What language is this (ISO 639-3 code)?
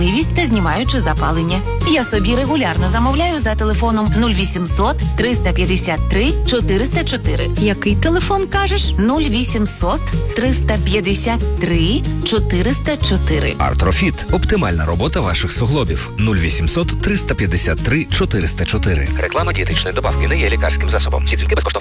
ukr